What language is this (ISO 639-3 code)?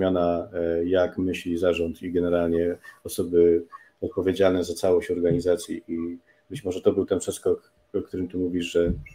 pol